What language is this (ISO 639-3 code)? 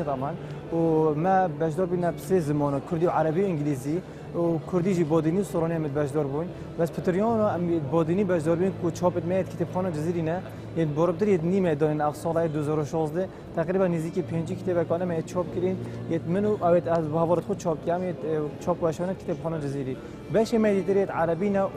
kur